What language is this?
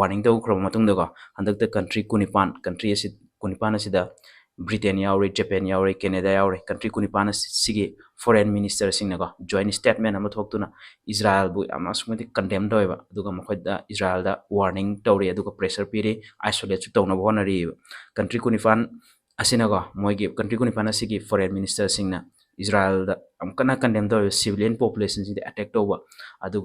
Manipuri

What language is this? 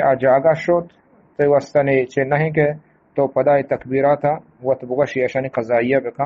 Eastern Balochi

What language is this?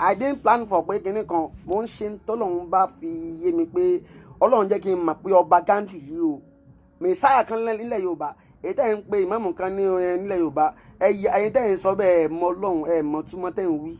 Yoruba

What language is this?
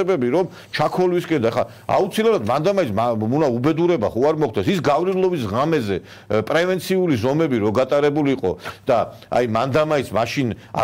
Georgian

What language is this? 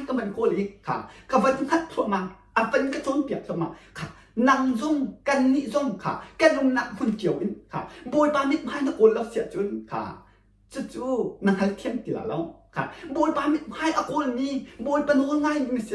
Hakha Chin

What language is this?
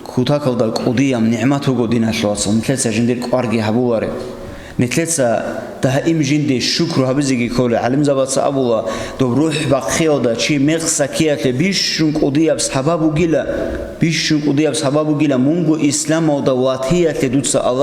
Avaric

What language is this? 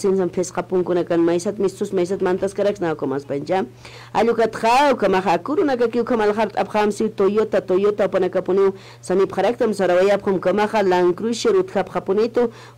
Aymara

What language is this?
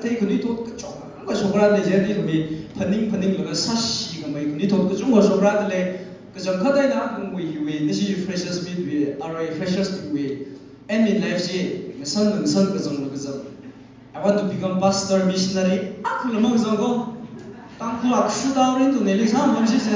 Tangkhul Naga (India)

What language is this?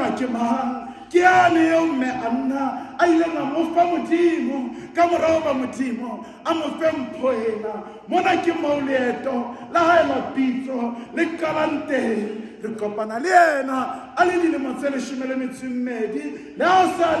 Southern Sotho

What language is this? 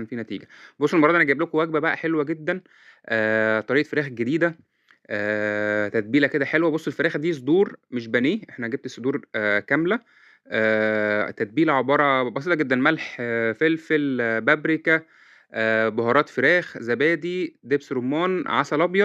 Egyptian Arabic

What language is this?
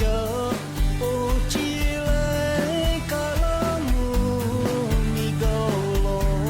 Lahu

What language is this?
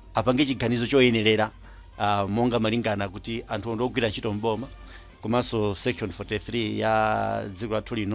Nyanja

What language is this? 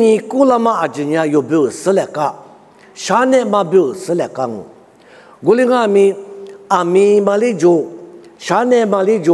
Lisu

